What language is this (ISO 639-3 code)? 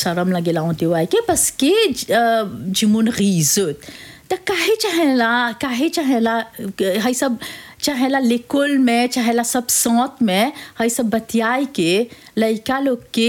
bho